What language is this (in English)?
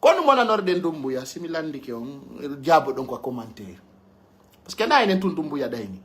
Pular